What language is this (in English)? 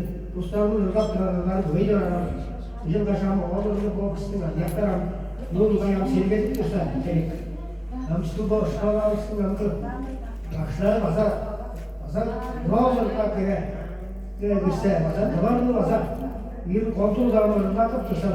Tuvinian